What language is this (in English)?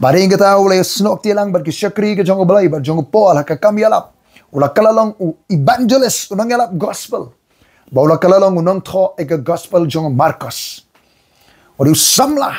Khasi